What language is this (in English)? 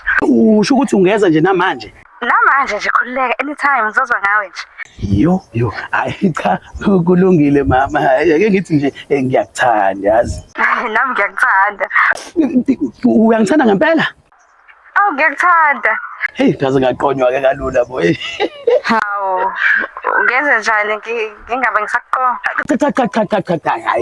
Zulu